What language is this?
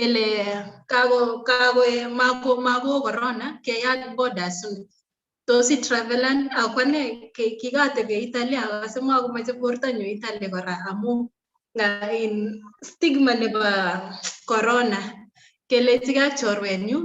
Kalenjin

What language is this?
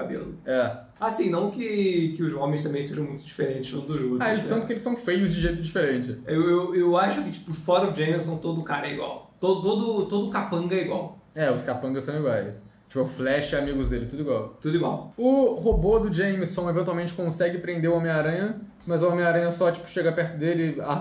Portuguese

